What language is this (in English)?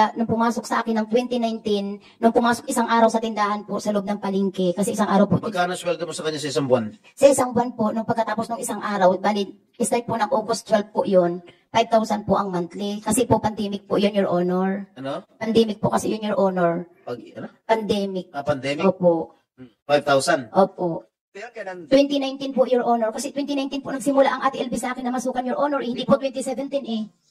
Filipino